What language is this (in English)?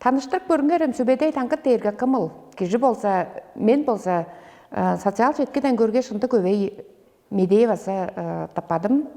Tuvinian